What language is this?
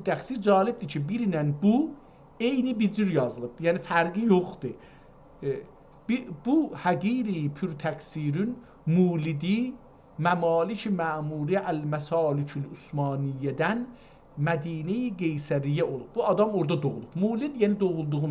South Azerbaijani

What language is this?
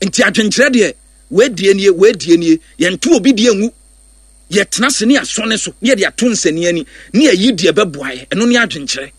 Akan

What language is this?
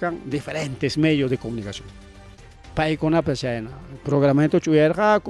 Ayacucho Quechua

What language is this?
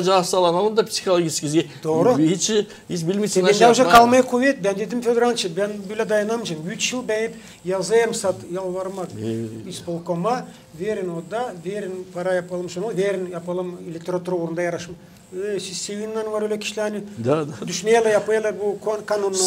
Gagauz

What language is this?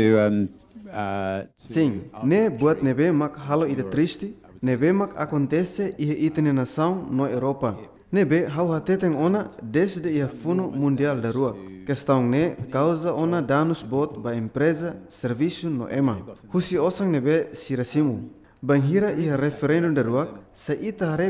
Tetum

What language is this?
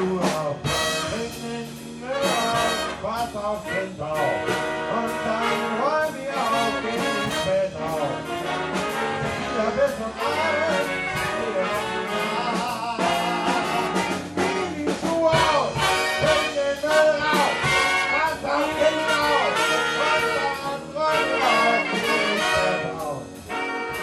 German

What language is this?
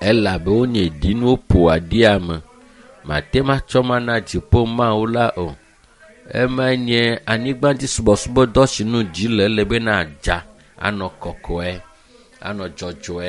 Ewe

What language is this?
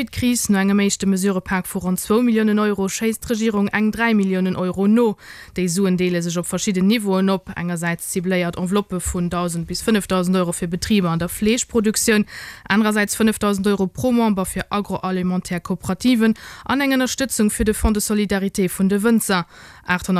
Luxembourgish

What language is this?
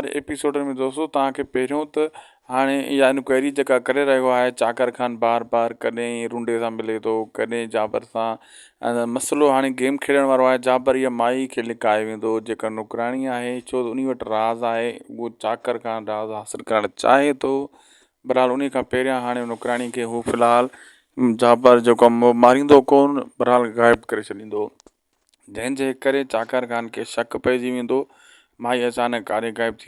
Sindhi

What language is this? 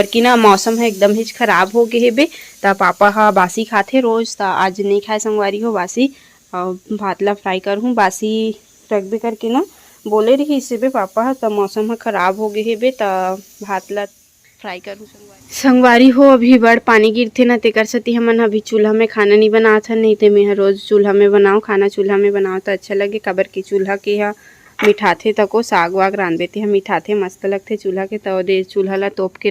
Chhattisgarhi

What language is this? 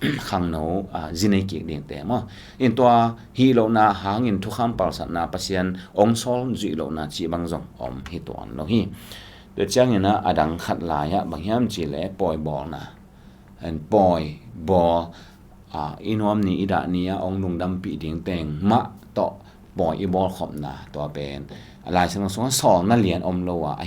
Tedim Chin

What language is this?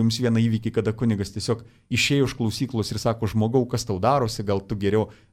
Lithuanian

